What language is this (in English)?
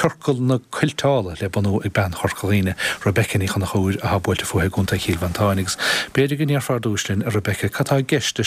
Irish